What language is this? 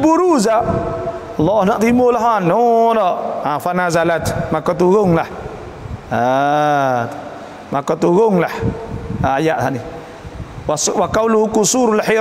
Malay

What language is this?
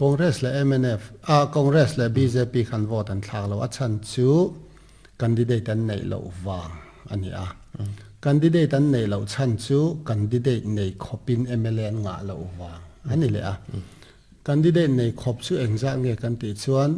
Mizo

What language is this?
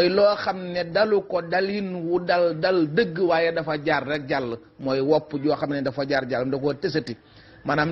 Wolof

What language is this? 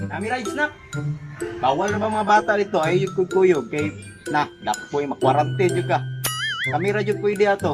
Cebuano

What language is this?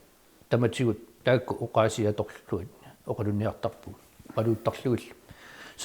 Kalaallisut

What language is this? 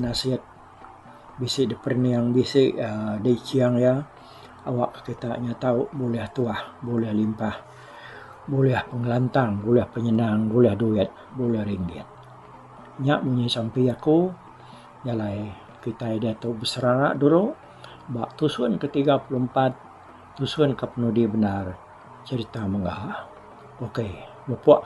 Iban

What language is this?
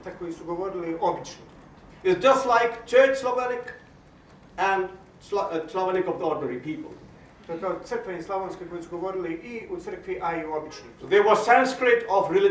Bosnian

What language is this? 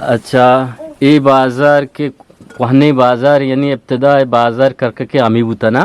Eastern Balochi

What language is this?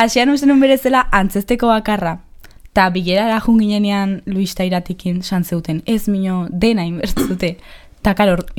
Basque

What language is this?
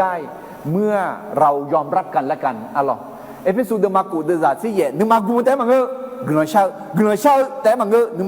Akha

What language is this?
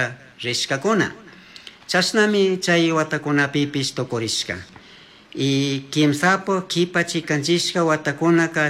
Chimborazo Highland Quichua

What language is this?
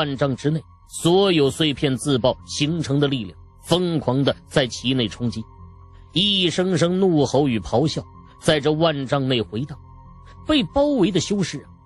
Chinese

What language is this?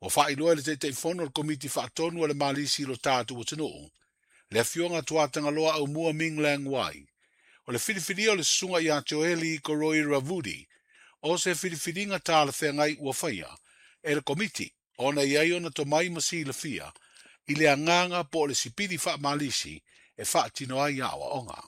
Samoan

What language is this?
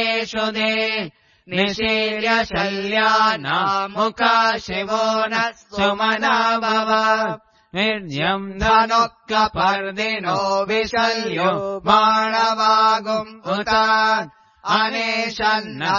Sanskrit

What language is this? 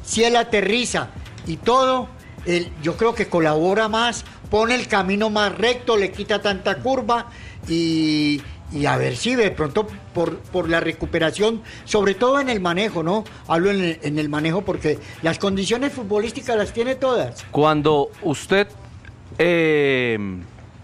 Spanish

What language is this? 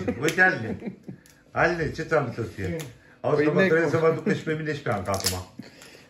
Romanian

